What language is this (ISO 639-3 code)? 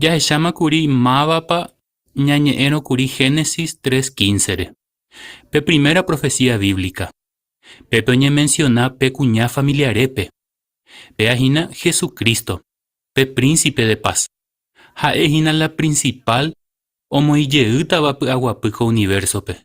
grn